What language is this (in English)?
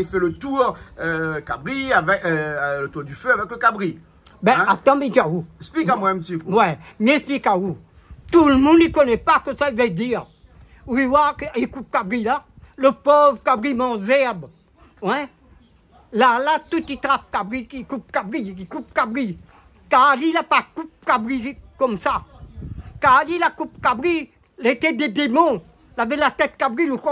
Réunion Creole French